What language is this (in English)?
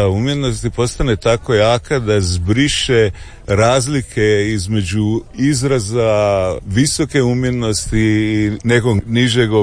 Croatian